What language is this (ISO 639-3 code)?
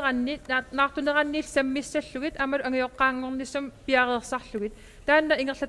kal